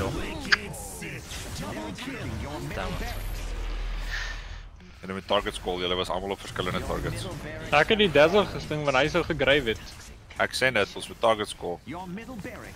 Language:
Afrikaans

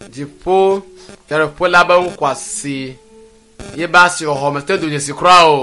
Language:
Ewe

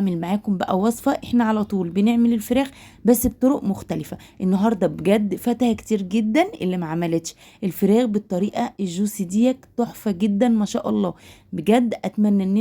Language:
Egyptian Arabic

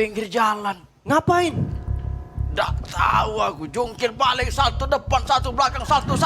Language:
Musi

